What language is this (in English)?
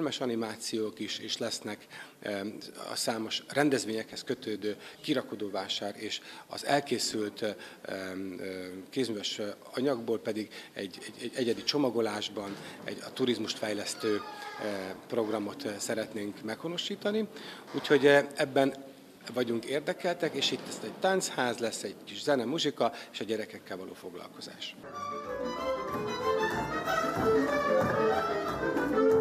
Hungarian